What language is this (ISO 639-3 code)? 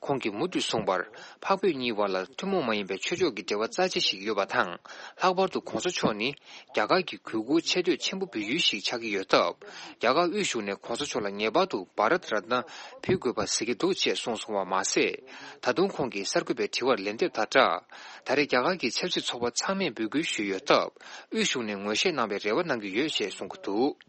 bod